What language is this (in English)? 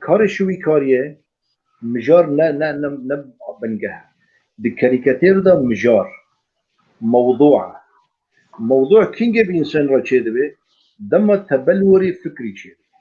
Kurdish